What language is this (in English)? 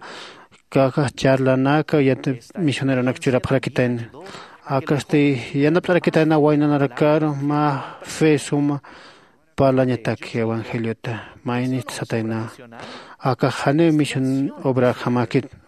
Aymara